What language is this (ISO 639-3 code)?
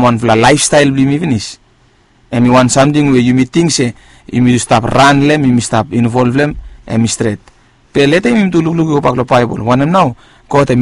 bis